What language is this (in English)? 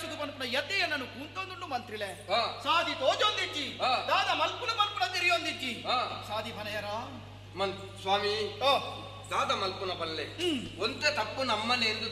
Tulu